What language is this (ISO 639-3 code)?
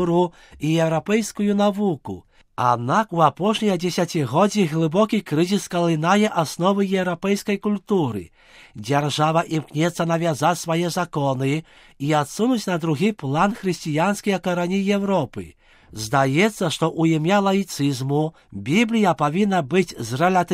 bel